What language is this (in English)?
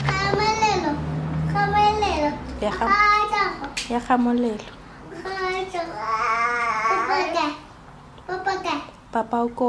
Tswana